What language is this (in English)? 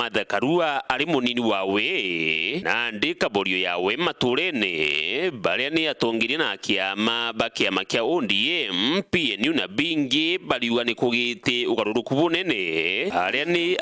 Meru